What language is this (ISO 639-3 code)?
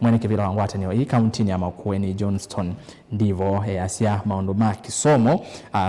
kam